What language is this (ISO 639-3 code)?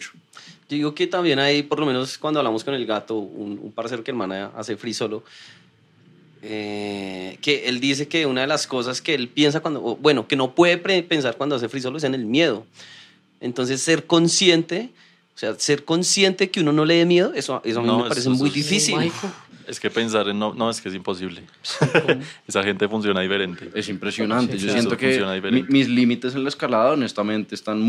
spa